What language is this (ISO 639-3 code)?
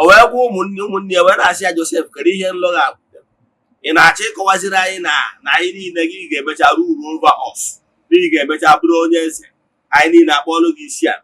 ibo